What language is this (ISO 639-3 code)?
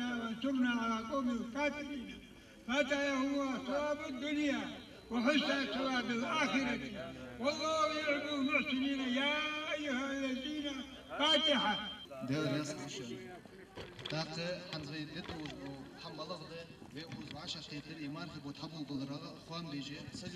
inh